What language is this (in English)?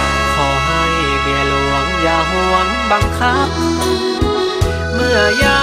Thai